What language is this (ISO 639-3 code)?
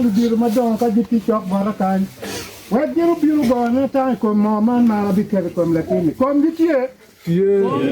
ach